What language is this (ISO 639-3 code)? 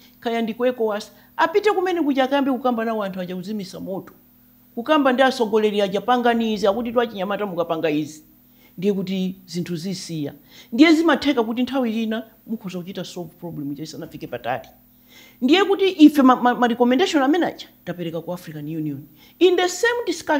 nya